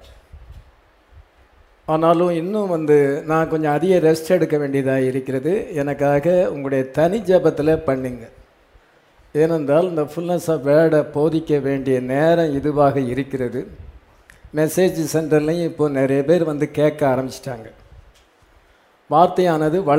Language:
Tamil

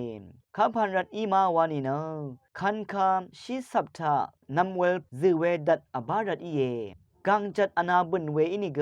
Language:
Rawang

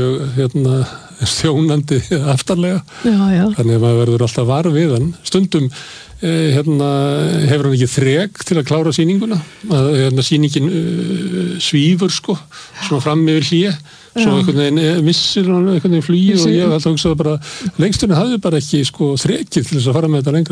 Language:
Icelandic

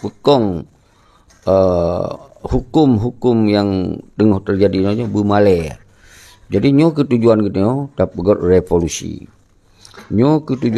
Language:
Achinese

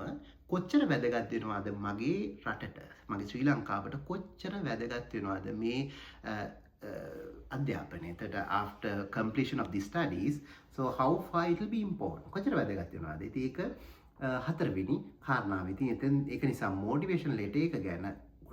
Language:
Sinhala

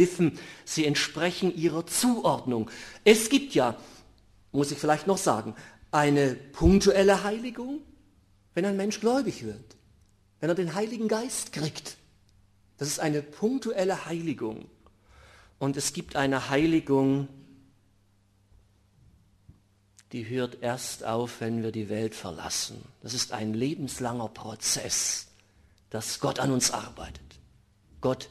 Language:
German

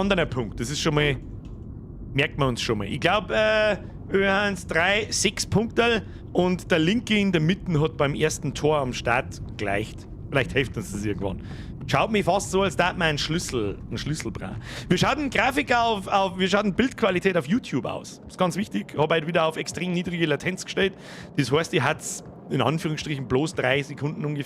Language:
Bavarian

